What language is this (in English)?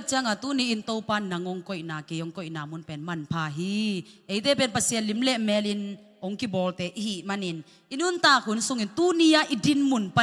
Tedim Chin